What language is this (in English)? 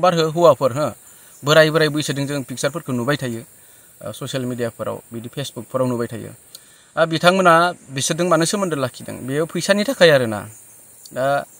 Bodo